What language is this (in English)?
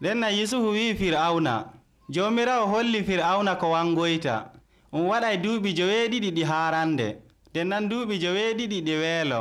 Nigerian Fulfulde